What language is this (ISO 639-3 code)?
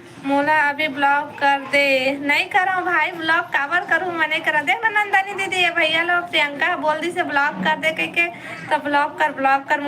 hne